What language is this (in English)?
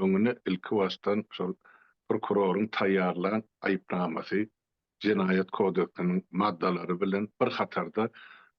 Turkmen